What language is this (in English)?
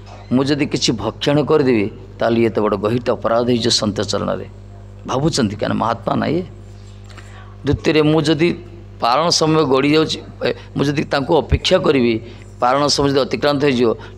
Odia